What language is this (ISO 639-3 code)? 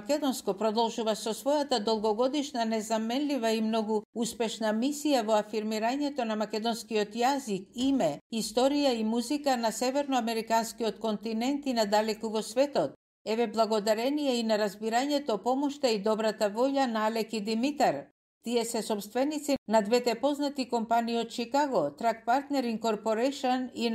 mkd